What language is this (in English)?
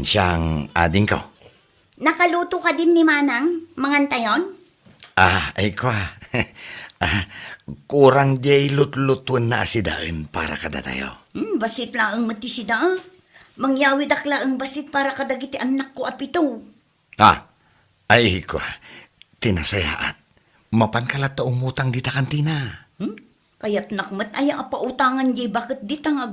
Iloko